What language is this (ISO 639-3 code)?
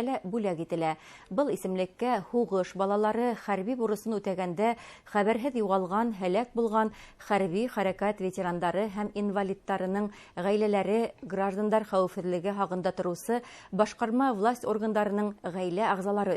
bak